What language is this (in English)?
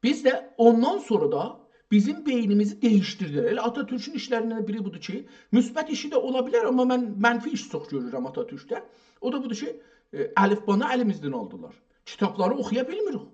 South Azerbaijani